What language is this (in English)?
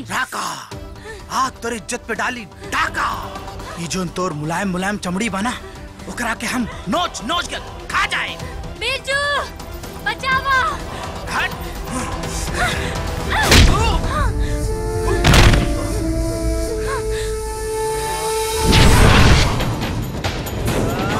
Bhojpuri